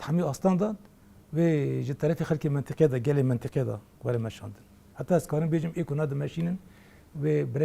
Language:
Kurdish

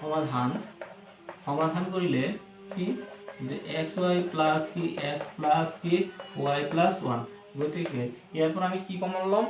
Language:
Assamese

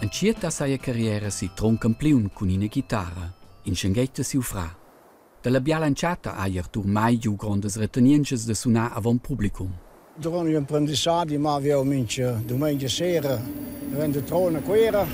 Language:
Romansh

